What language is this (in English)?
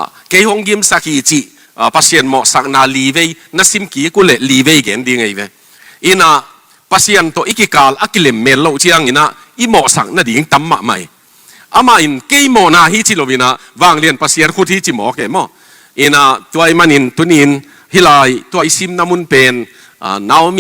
Tedim Chin